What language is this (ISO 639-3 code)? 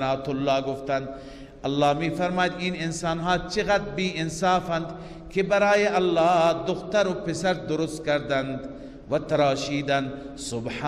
fas